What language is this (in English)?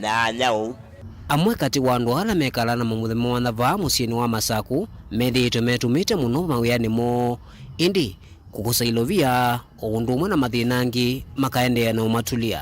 Kamba